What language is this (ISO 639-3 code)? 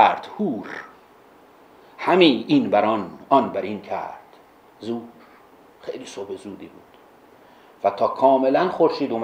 fas